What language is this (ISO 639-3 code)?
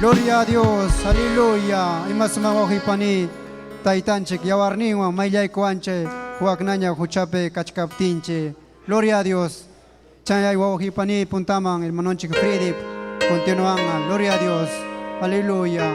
quy